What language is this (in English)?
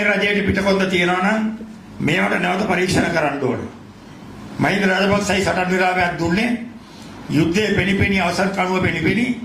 Sinhala